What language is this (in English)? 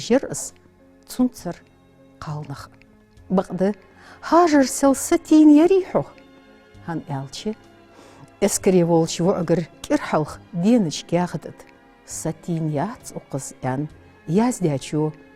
Ingush